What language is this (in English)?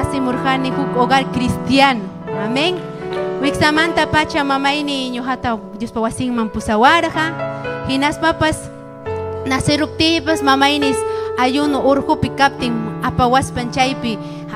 Ayacucho Quechua